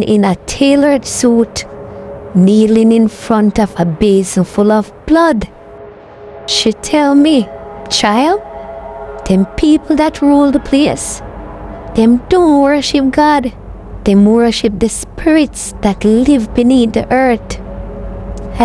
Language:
Jamaican Creole English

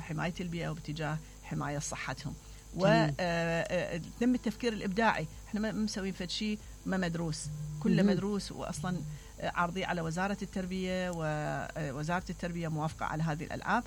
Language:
Mesopotamian Arabic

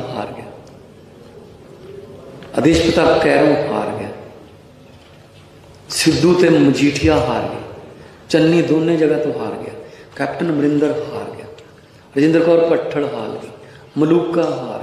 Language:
Punjabi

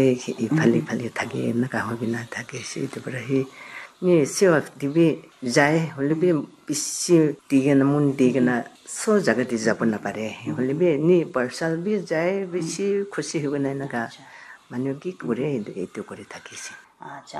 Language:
Naga Pidgin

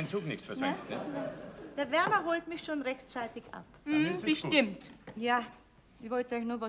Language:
Bavarian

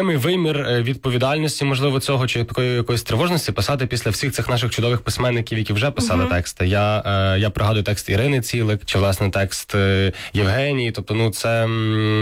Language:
Ukrainian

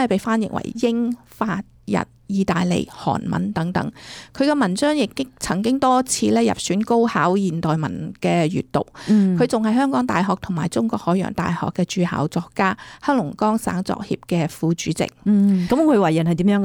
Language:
Cantonese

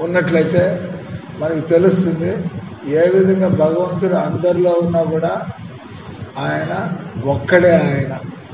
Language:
Telugu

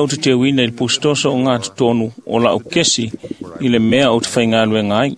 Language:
Samoan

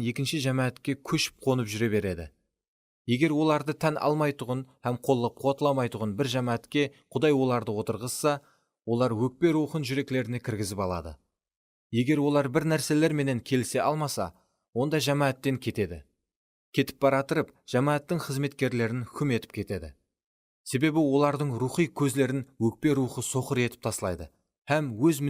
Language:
Kara-Kalpak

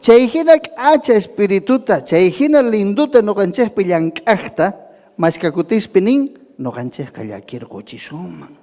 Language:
Ayacucho Quechua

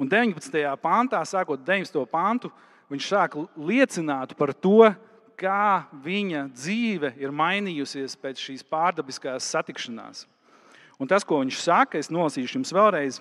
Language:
Latvian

